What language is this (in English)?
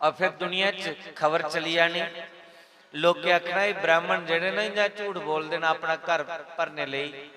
Dogri